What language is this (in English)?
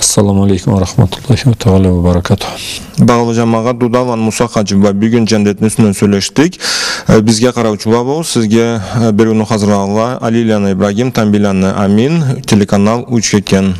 Karachay-Balkar